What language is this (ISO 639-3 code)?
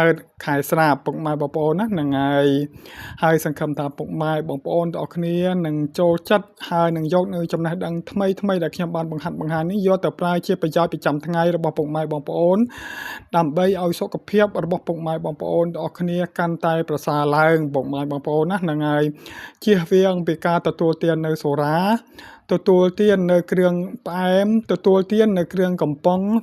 khm